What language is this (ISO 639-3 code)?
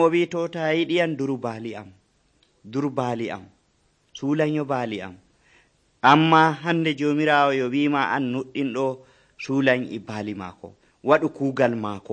fuv